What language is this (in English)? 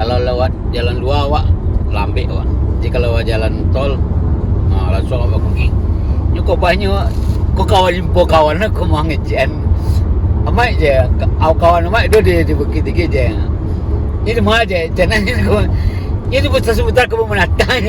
Minangkabau